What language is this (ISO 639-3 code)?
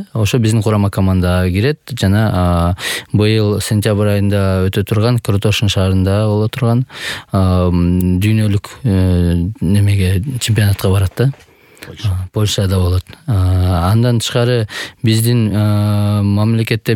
kir